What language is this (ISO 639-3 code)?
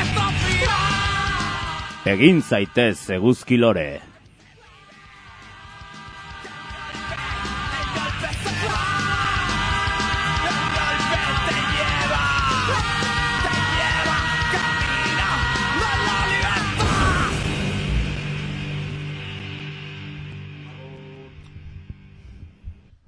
eus